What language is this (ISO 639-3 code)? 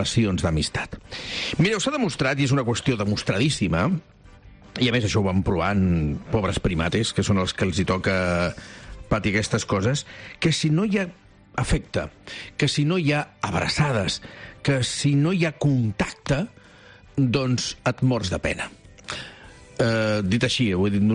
cat